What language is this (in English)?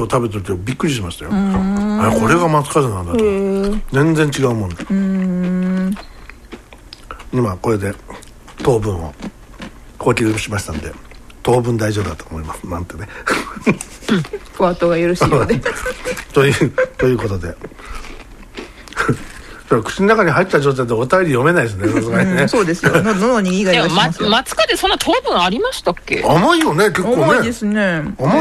Japanese